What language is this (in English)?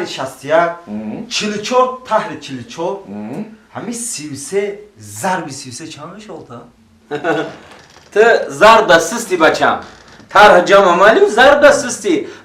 Tajik